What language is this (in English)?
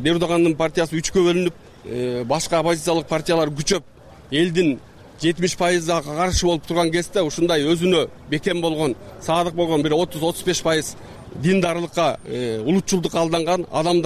Kyrgyz